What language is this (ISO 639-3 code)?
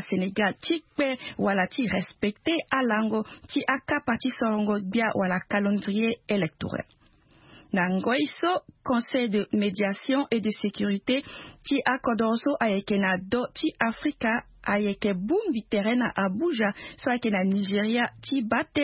sag